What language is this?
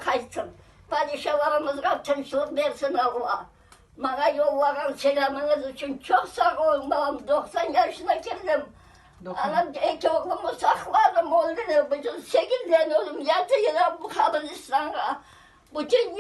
Crimean Tatar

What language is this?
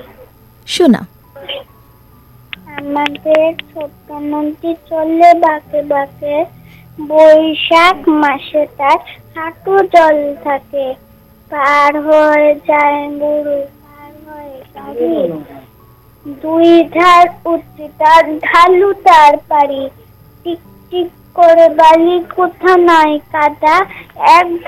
Bangla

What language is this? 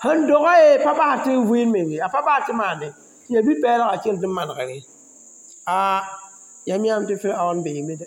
Mossi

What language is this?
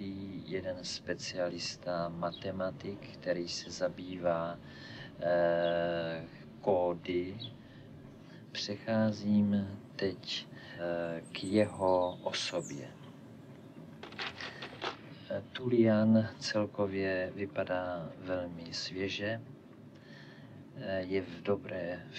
Czech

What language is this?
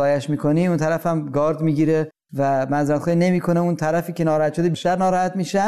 Persian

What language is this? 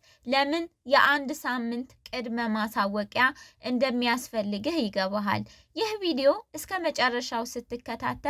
Amharic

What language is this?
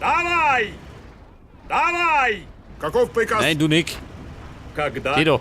Bavarian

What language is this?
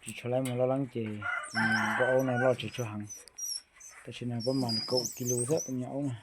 Hmong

